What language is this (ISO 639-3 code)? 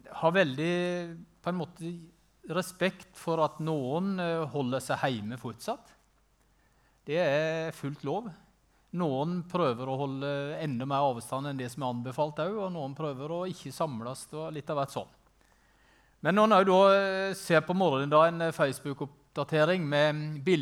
nor